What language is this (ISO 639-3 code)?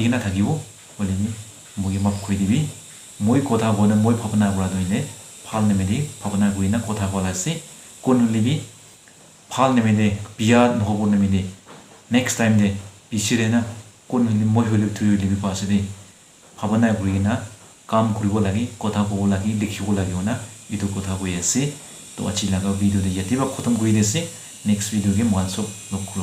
nag